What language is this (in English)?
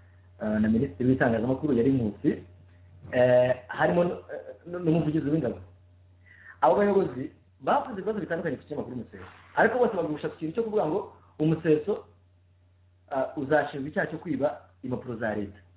Kinyarwanda